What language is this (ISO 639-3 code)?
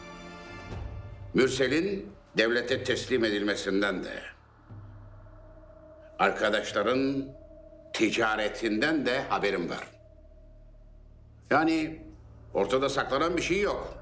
tur